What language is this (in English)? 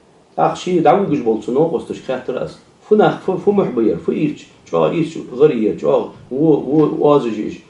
Ingush